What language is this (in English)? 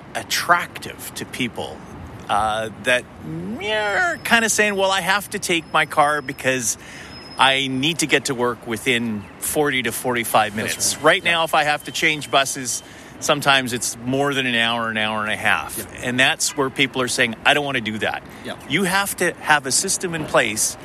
English